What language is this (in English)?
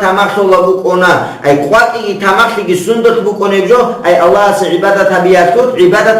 Avaric